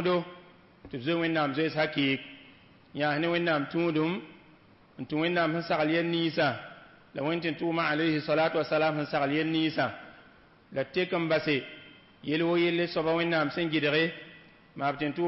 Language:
Mossi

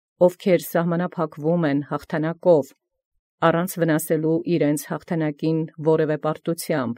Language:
Armenian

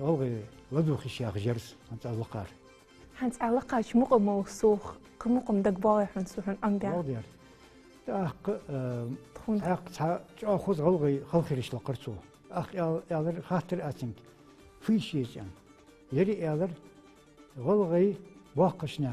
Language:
Ingush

